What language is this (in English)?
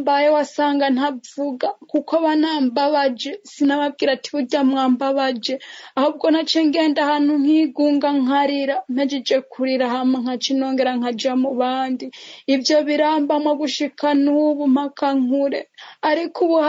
Rundi